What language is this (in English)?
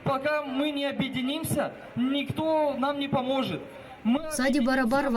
Gagauz